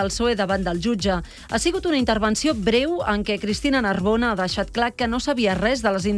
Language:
Catalan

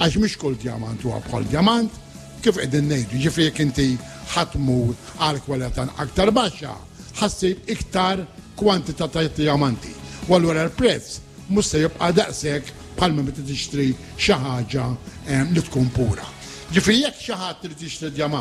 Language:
Maltese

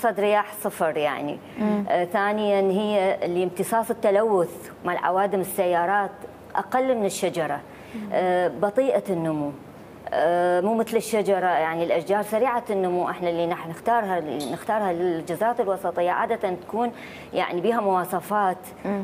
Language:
Mesopotamian Arabic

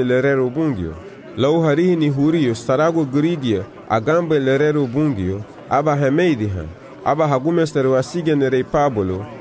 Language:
Garifuna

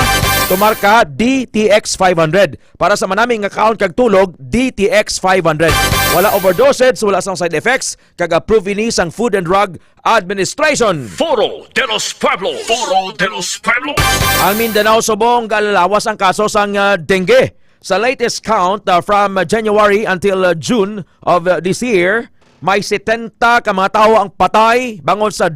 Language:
Hiligaynon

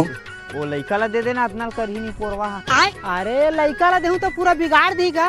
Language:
Chhattisgarhi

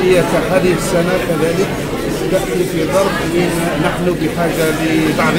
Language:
Kabyle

